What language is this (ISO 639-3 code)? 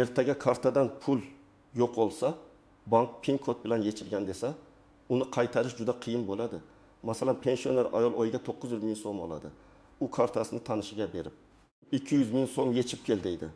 uzb